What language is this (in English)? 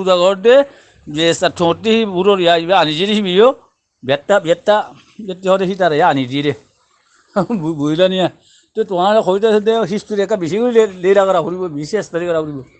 Rohingya